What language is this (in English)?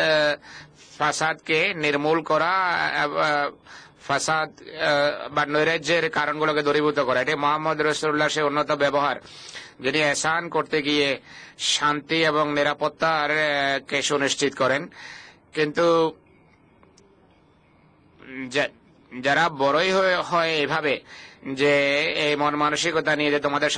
Bangla